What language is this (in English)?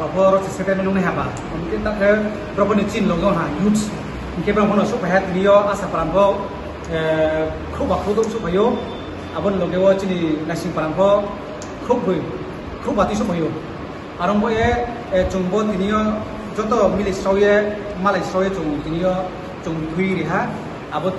Riang (India)